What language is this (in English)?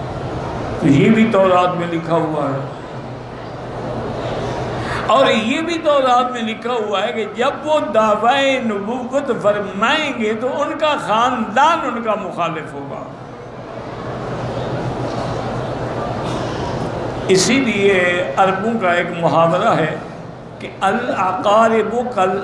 Urdu